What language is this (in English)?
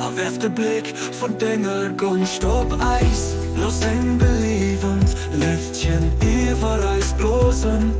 Luxembourgish